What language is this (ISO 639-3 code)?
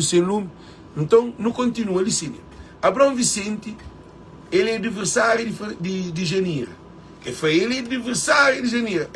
kea